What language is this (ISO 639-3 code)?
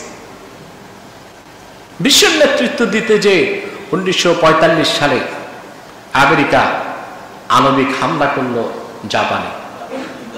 ben